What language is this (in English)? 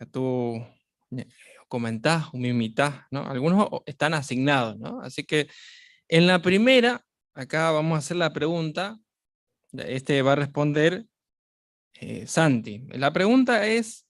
Guarani